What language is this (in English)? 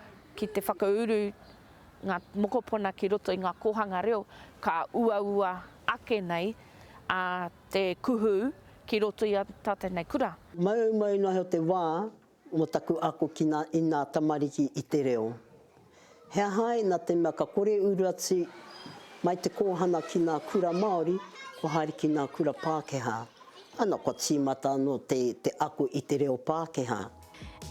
Māori